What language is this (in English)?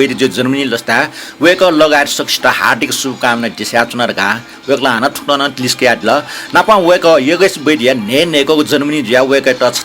Newari